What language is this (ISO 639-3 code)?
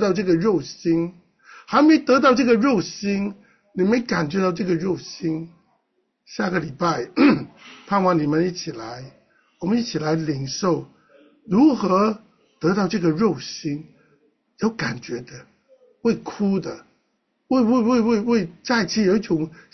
zho